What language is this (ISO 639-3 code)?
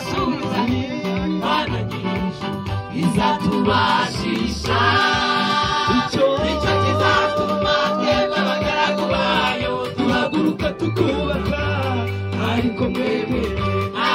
kin